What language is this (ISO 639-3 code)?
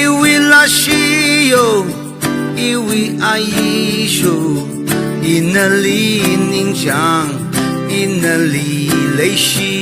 nmf